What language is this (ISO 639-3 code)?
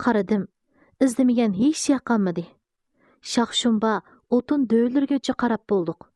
uig